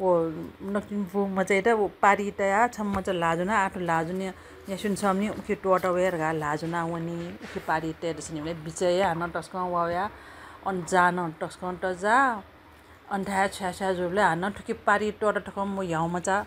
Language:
Newari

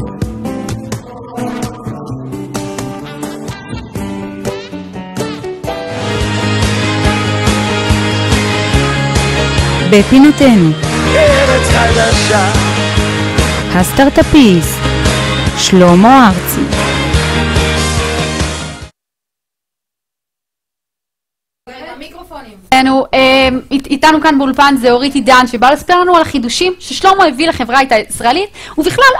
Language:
Hebrew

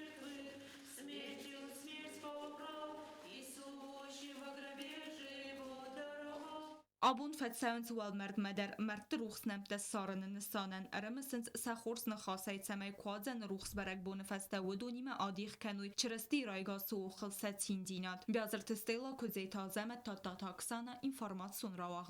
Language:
Ossetic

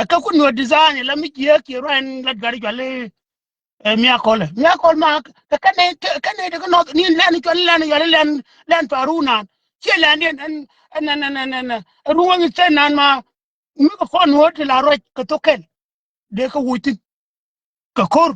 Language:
Nuer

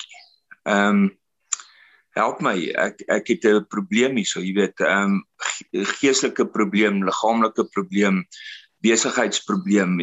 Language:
Afrikaans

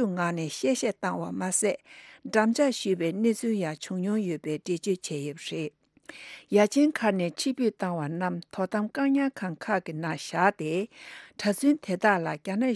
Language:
Tibetan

